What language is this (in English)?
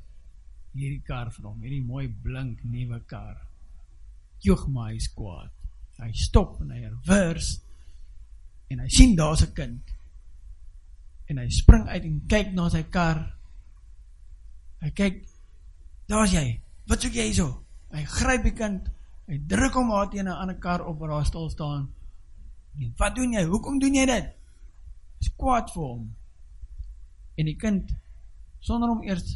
Afrikaans